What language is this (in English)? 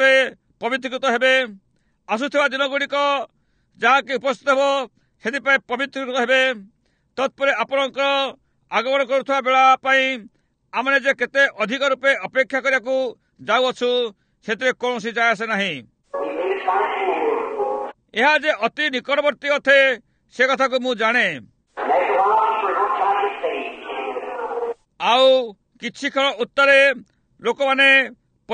Odia